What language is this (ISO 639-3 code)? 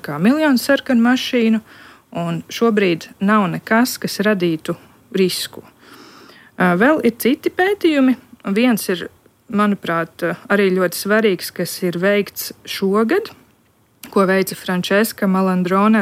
lav